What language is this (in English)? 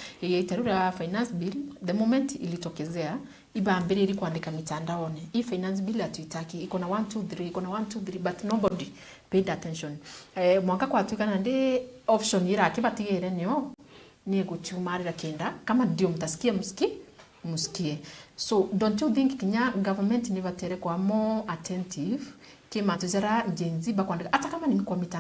Meru